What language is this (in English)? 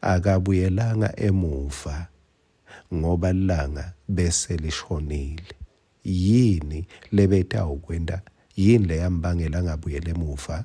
Swati